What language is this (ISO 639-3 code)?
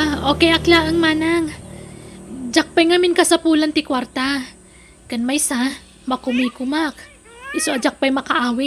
ilo